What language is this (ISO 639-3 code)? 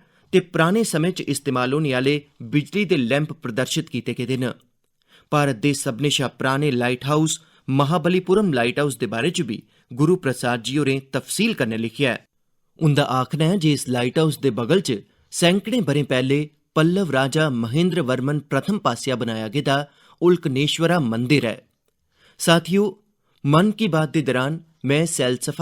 doi